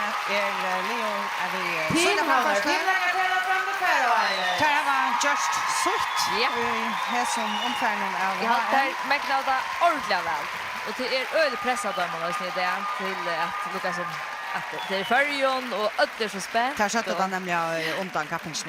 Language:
Faroese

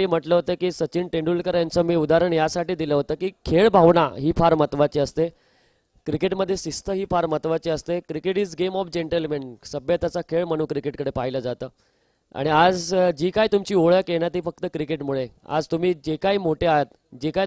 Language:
Marathi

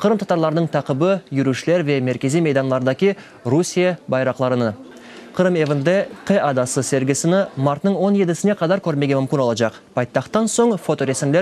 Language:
Crimean Tatar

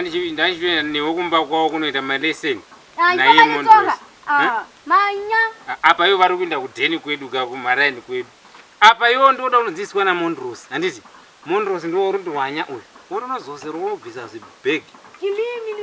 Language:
Shona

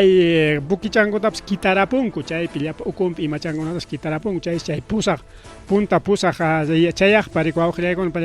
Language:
Ayacucho Quechua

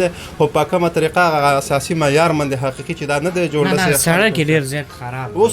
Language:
Pashto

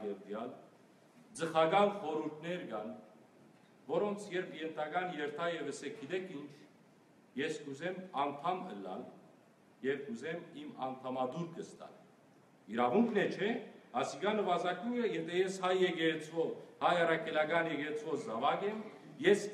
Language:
Western Armenian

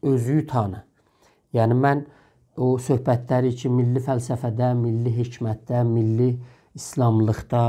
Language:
South Azerbaijani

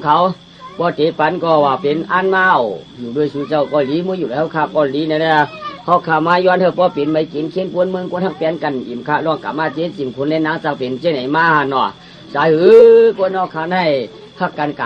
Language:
Shan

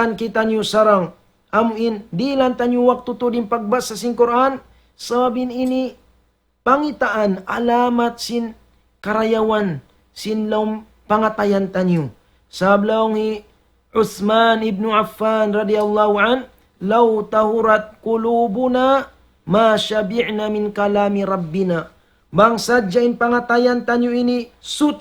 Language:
Tausug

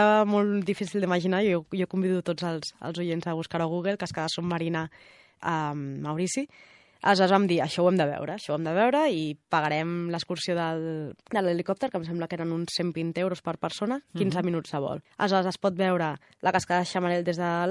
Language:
Catalan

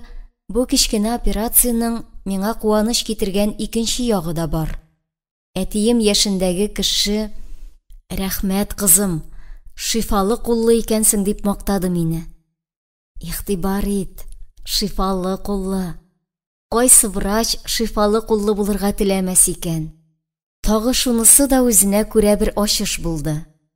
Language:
Tatar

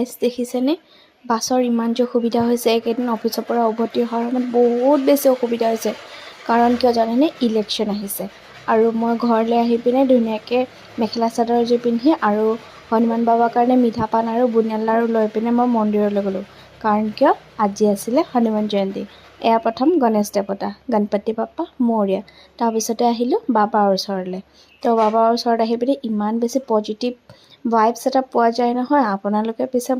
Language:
Assamese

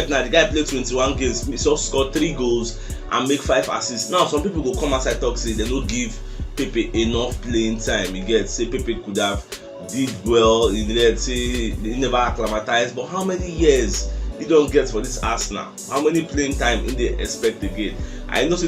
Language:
Nigerian Pidgin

